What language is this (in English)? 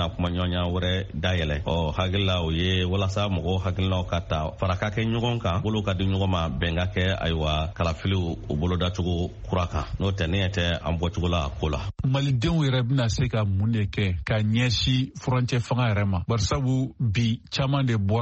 Bambara